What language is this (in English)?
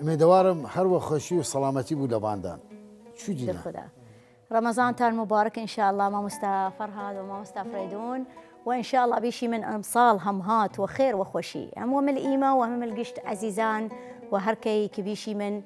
Southern Kurdish